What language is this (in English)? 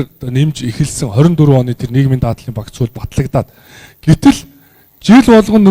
Mongolian